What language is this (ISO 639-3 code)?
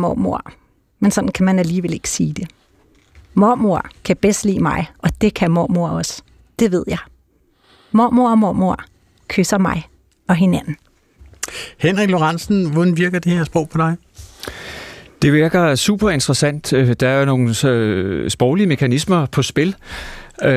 dan